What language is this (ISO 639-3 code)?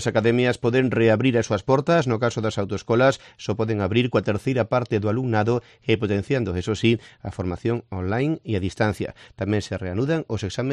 glg